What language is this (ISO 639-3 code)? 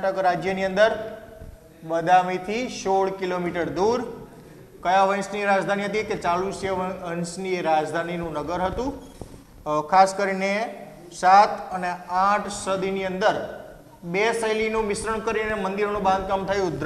guj